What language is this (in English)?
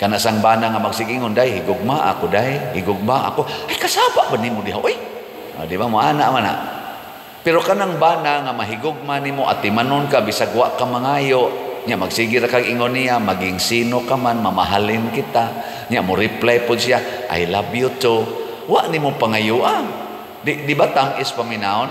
Cebuano